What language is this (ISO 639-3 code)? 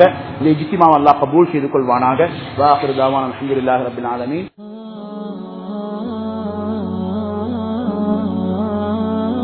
tam